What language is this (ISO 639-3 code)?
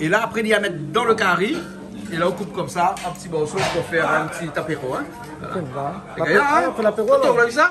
rcf